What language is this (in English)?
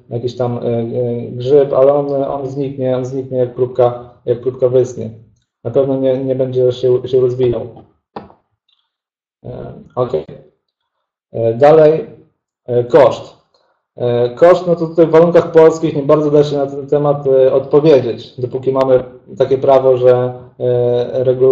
Polish